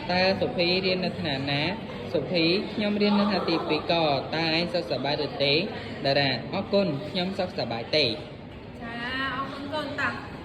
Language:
Khmer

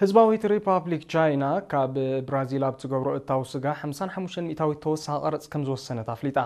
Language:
Tigrinya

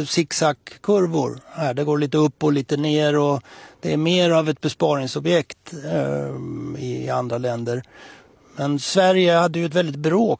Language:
Swedish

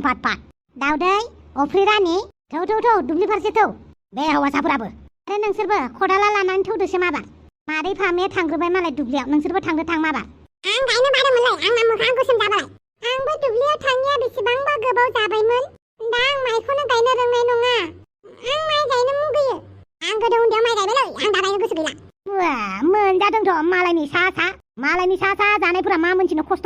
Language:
Bodo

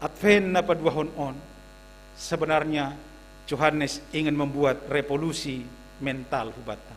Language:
Batak Simalungun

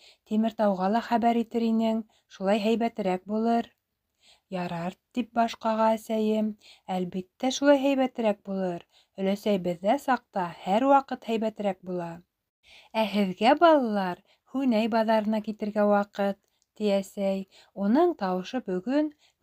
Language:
Bashkir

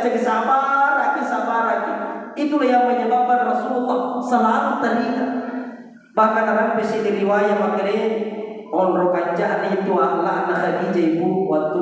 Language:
Buginese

